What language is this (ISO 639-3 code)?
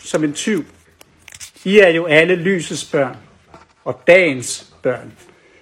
dan